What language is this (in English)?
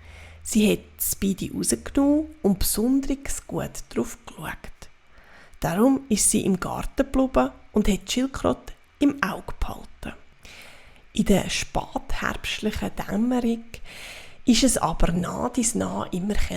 Swiss German